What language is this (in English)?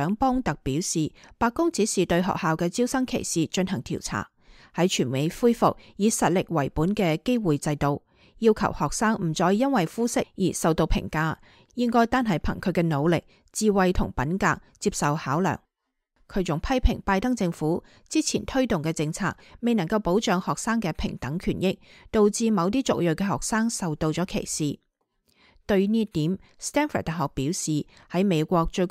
Cantonese